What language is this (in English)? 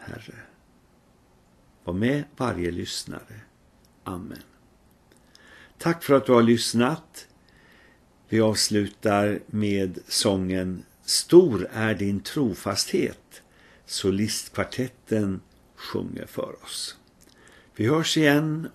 Swedish